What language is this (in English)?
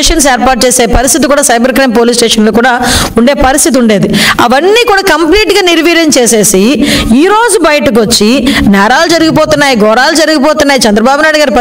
Telugu